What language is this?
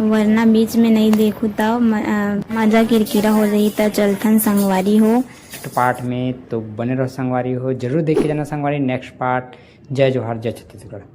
Chhattisgarhi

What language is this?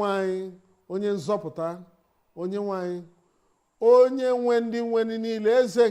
Igbo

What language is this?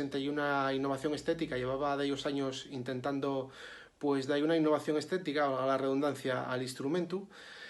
Asturian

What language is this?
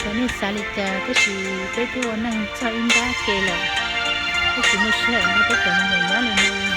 Hmong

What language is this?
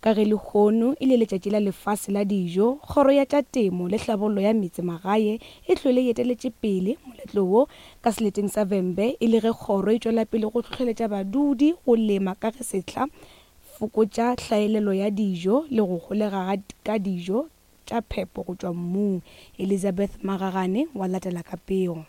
Northern Sotho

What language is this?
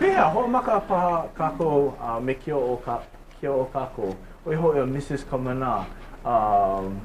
Hawaiian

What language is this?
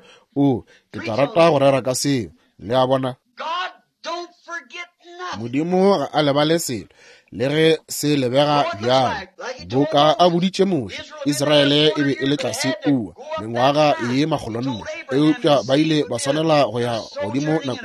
Northern Sotho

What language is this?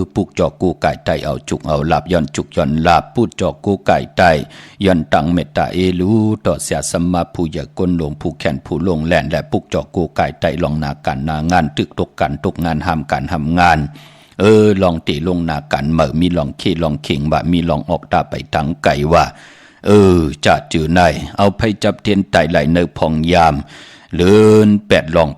Shan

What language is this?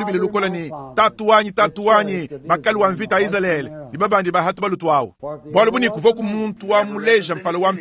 Luba-Lulua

